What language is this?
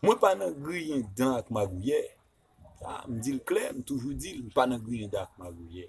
Haitian Creole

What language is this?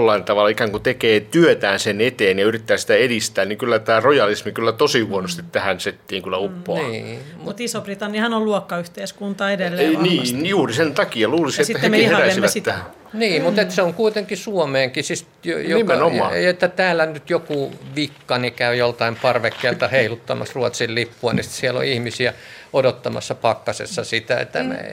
Finnish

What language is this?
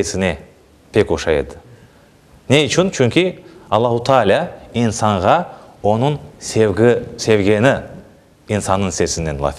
Crimean Tatar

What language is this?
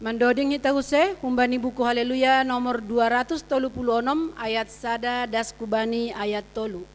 Batak Simalungun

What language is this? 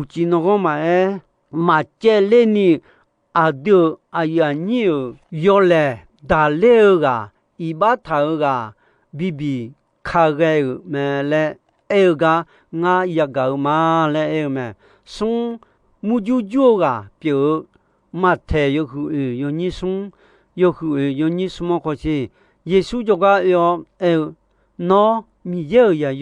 Akha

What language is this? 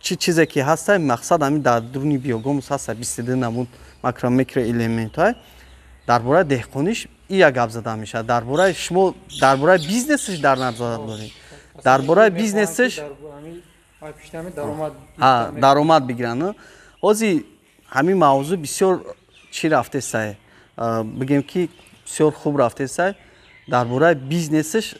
Tajik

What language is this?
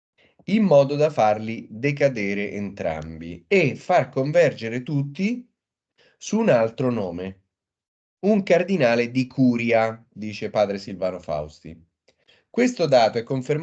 Italian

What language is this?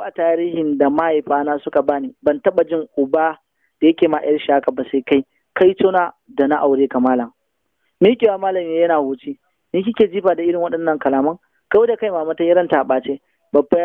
Hausa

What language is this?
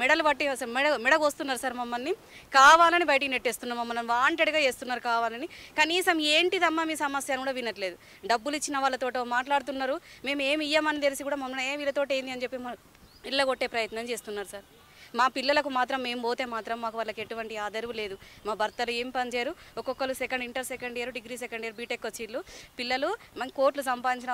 Telugu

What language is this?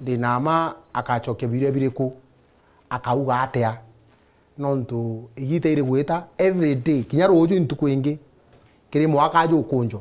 Meru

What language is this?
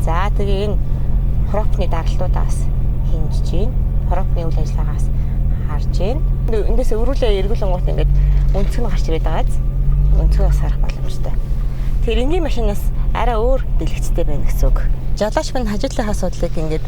Mongolian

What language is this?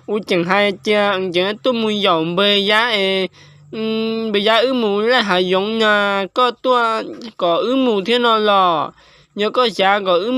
Hmong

